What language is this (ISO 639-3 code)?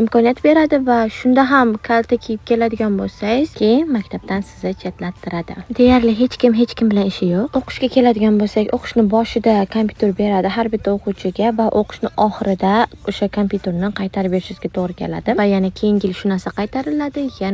uzb